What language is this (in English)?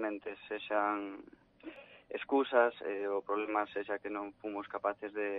Galician